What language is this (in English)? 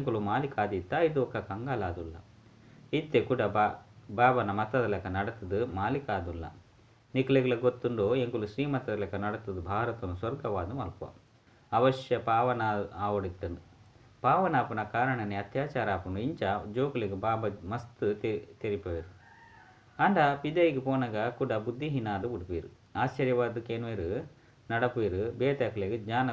Tulu